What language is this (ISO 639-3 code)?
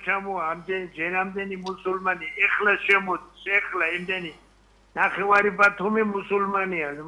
kat